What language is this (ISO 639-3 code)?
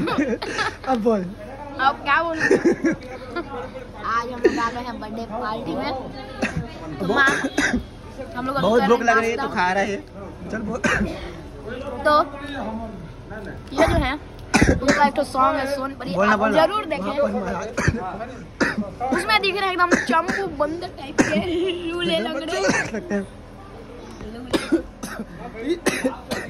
hin